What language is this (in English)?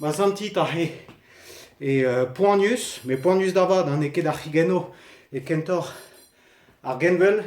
Breton